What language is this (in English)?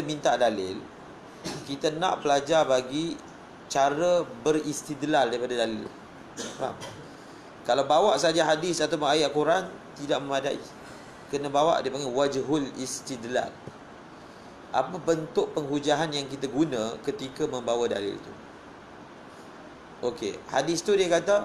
Malay